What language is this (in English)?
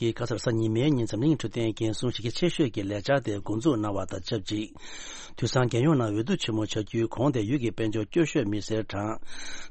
Tibetan